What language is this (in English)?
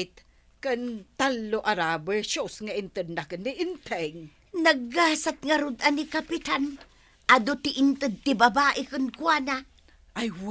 Iloko